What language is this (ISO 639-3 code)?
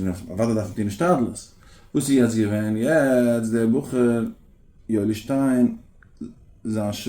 yid